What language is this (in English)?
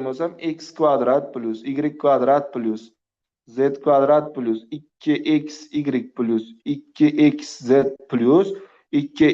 Uzbek